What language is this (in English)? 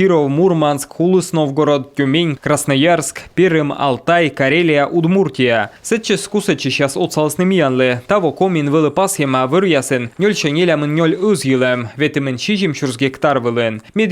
Komi